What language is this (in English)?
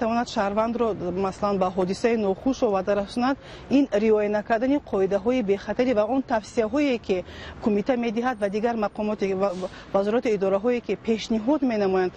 Tajik